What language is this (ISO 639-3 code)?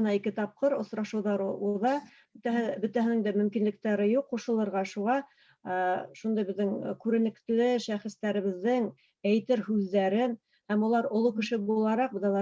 bak